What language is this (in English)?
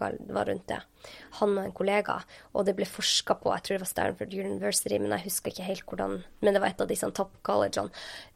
Norwegian